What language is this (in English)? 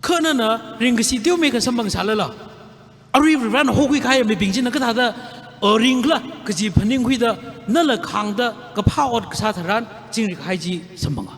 Tangkhul Naga (India)